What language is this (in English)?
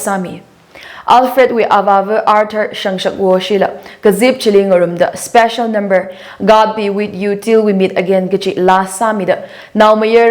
Tangkhul Naga (India)